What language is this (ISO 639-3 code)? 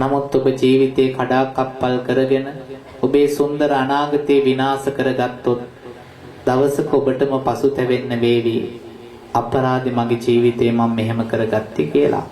sin